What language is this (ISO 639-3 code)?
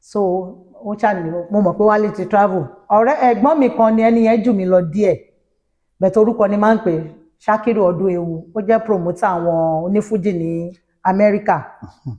yor